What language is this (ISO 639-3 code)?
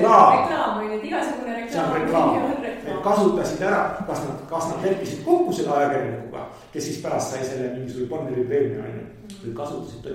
est